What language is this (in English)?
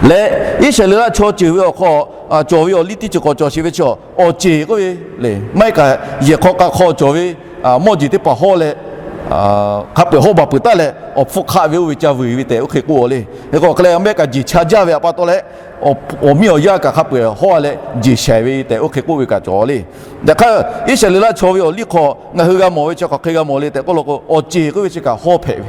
Lahu